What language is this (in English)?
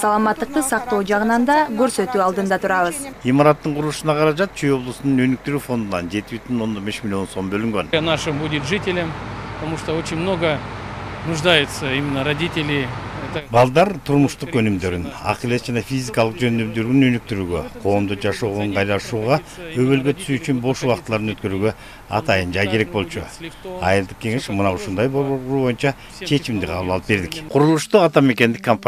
Kyrgyz